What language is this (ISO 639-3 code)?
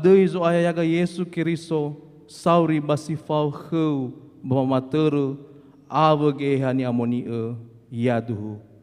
nia